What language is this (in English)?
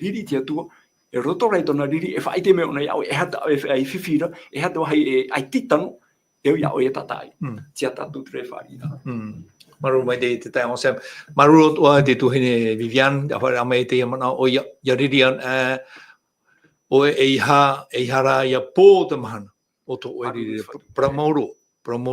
Tahitian